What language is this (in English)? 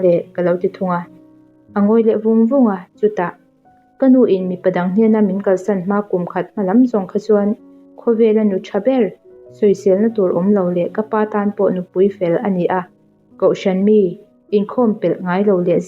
Mizo